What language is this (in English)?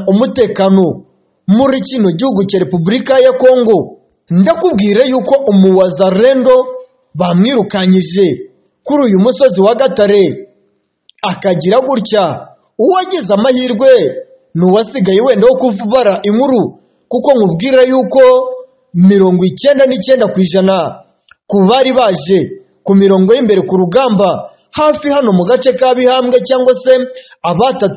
Kinyarwanda